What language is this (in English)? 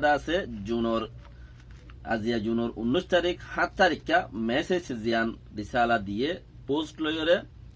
Rohingya